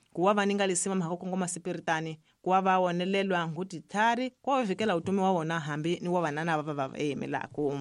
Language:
Tsonga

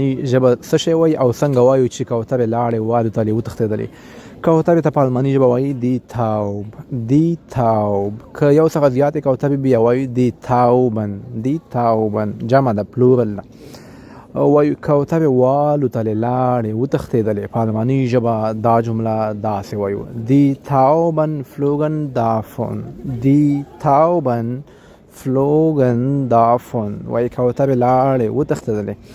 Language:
Pashto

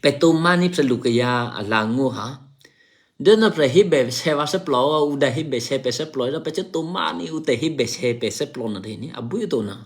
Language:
Eastern Kayah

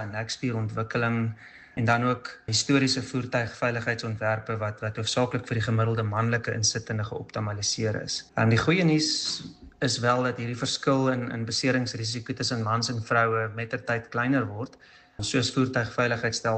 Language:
Afrikaans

